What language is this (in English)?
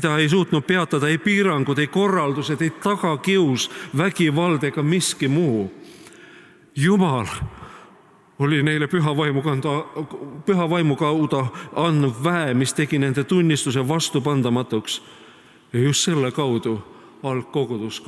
Estonian